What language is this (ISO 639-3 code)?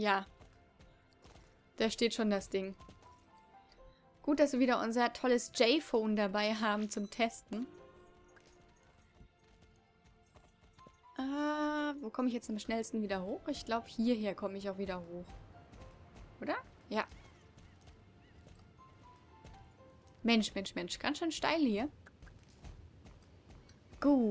deu